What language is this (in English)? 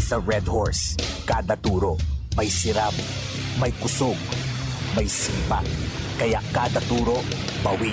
Bikol